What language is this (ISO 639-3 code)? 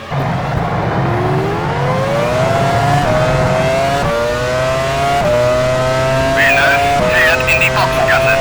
bar